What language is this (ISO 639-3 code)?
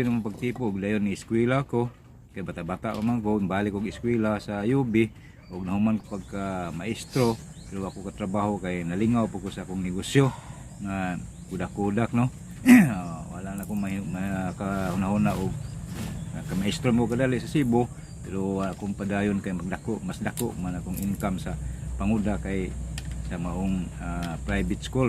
ceb